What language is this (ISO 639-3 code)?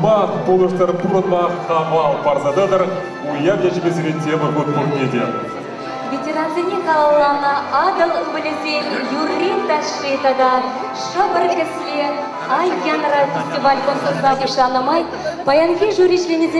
chv